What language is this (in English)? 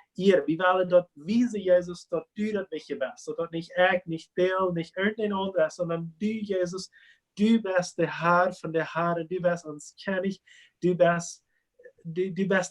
Plautdietsch